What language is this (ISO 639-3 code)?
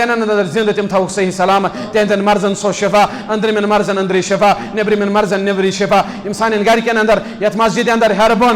kas